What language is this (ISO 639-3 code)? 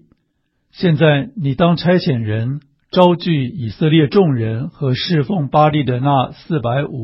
zho